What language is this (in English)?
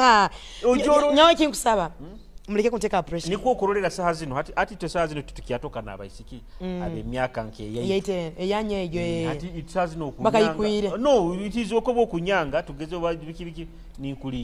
Nyoro